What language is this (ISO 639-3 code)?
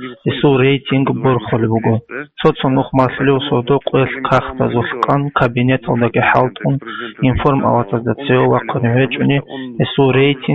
ava